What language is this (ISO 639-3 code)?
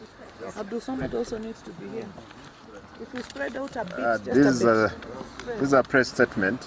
guz